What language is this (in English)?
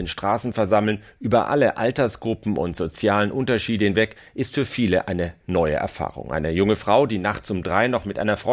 German